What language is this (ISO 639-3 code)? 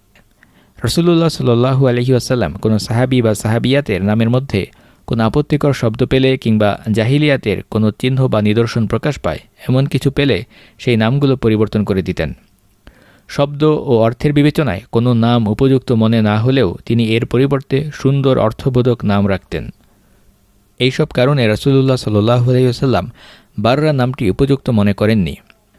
ben